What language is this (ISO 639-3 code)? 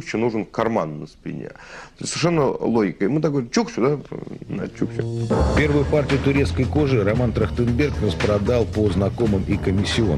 rus